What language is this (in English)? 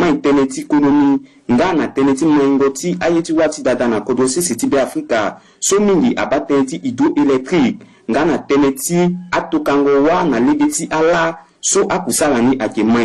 Sango